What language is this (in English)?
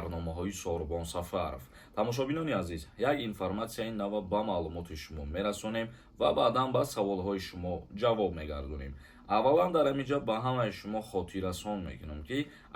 Tajik